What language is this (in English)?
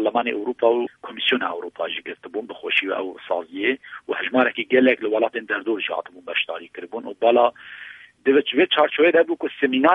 Kurdish